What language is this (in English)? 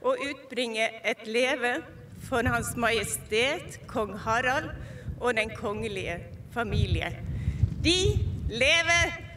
Norwegian